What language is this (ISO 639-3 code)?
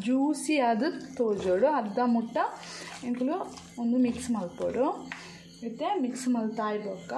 tcy